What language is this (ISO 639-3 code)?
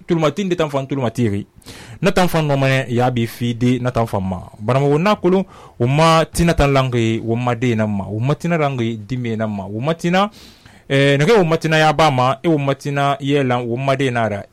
sus